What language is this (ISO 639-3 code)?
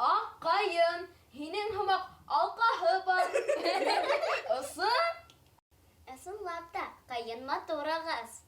bak